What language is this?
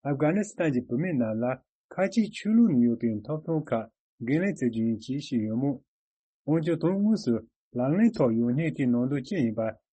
Tibetan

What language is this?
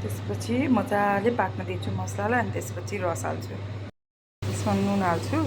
Nepali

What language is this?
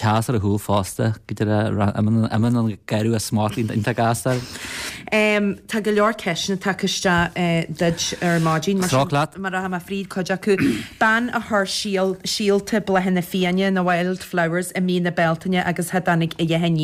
Irish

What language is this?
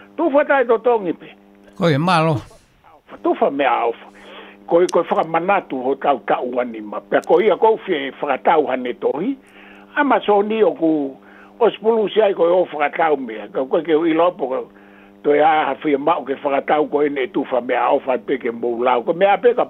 Tongan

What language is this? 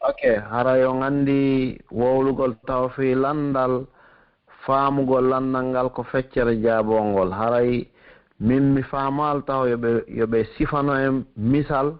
Pular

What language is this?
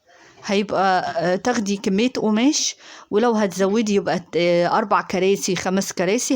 Egyptian Arabic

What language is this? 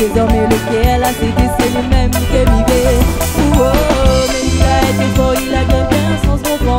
Réunion Creole French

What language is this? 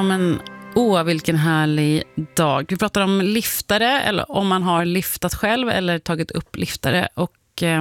Swedish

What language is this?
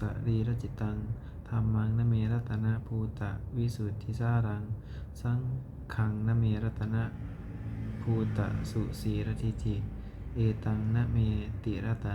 Pali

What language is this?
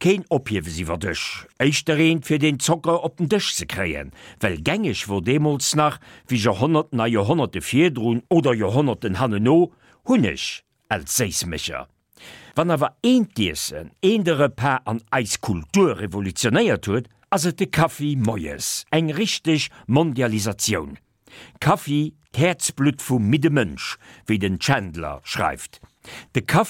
Luxembourgish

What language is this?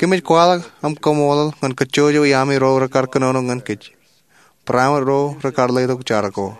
Marshallese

